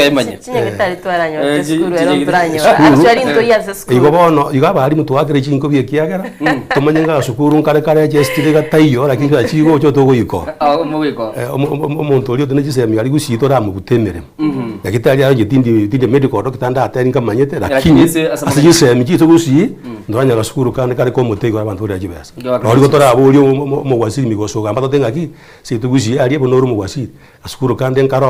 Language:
Gusii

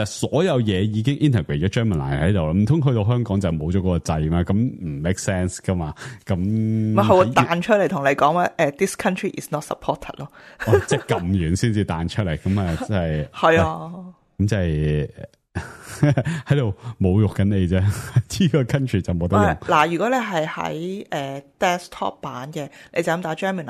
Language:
Cantonese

